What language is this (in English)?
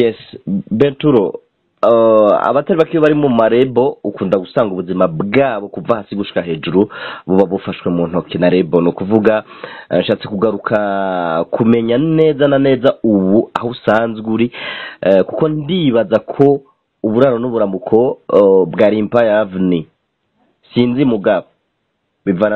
Rundi